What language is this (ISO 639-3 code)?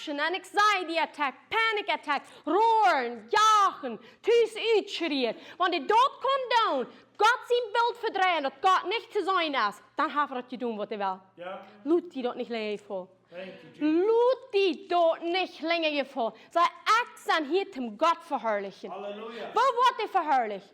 pdt